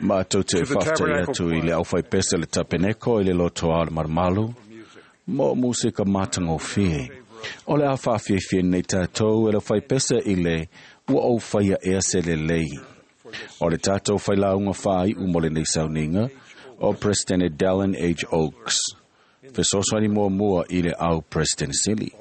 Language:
Samoan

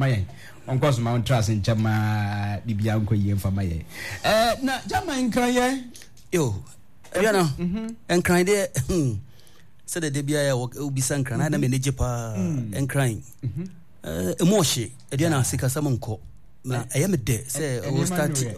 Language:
Akan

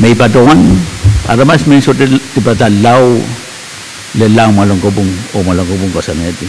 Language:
Pohnpeian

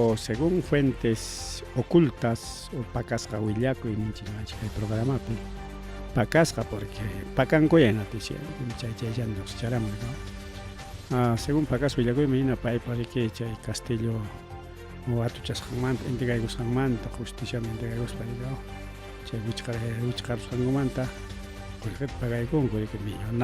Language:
Ayacucho Quechua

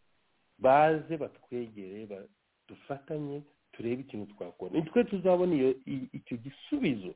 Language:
Kinyarwanda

